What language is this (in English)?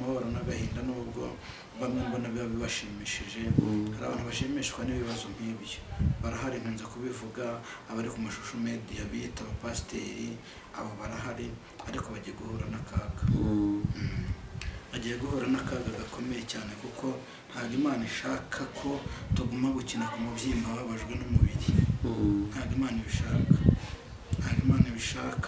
Kinyarwanda